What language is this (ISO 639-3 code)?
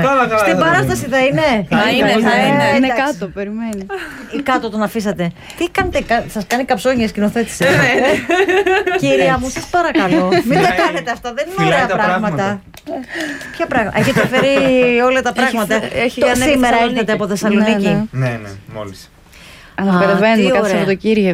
ell